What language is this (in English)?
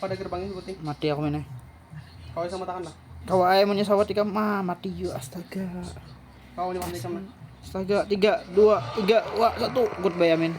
Banjar